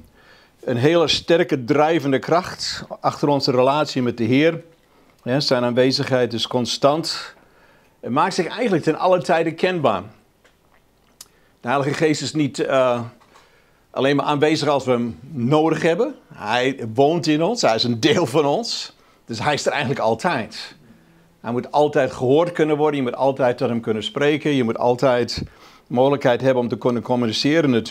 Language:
Dutch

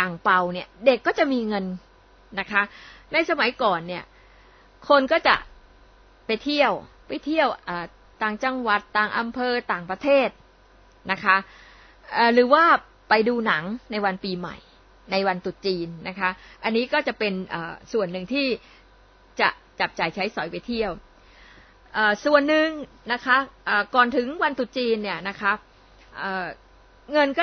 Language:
Thai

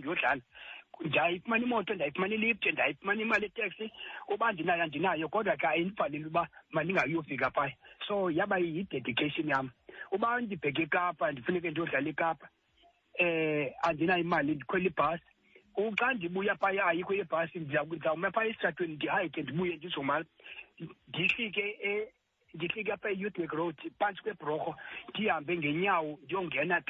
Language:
Xhosa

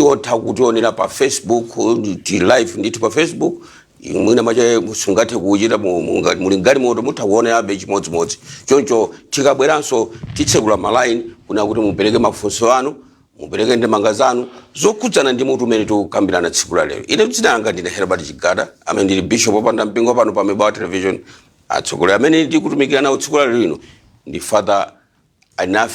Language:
Nyanja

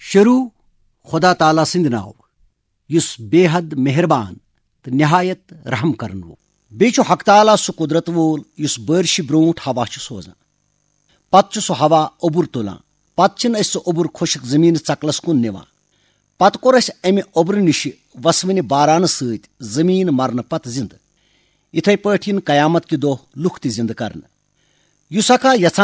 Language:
Kashmiri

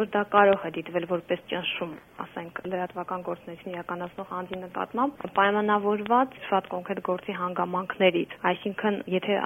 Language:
Armenian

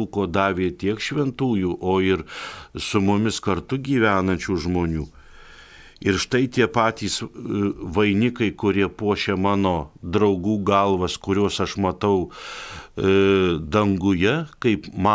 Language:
Lithuanian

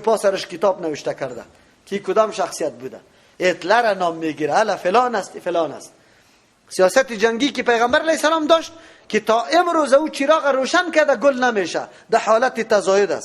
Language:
Persian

